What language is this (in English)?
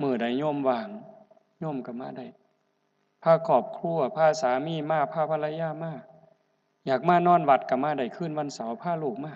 Northeastern Thai